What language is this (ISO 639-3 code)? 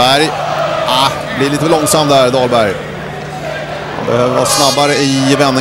swe